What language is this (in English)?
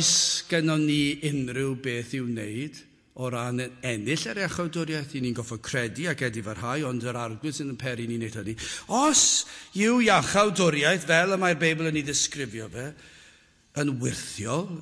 Welsh